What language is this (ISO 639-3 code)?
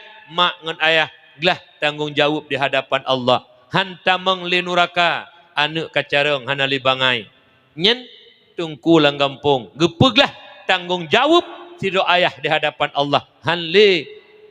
ace